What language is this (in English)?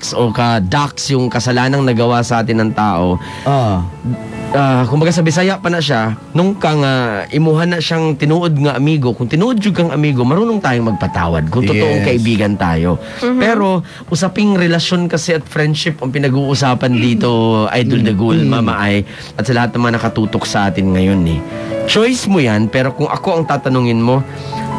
Filipino